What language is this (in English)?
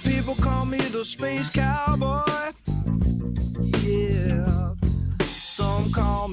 English